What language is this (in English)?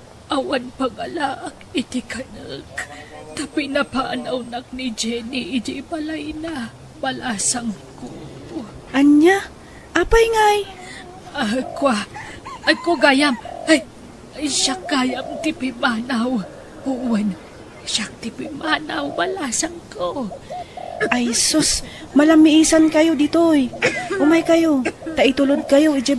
Iloko